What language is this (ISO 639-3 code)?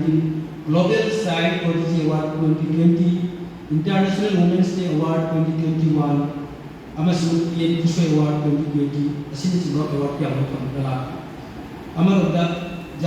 mni